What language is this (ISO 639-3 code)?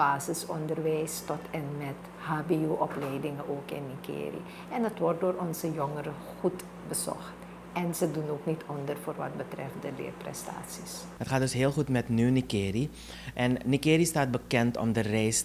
nld